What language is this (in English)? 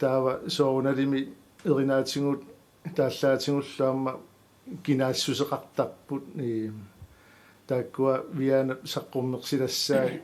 Kalaallisut